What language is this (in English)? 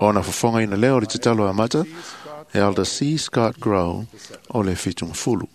Samoan